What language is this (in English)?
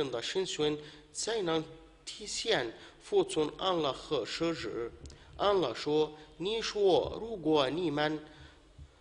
Chinese